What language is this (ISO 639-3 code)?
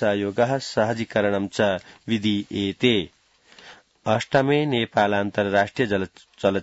san